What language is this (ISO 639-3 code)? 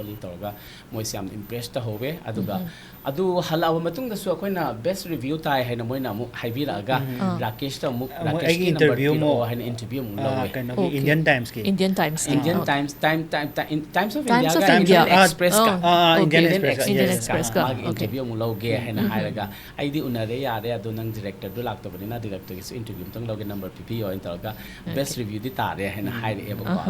mni